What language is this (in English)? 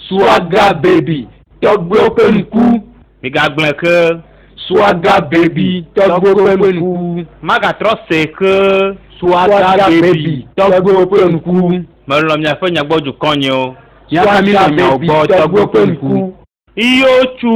Ewe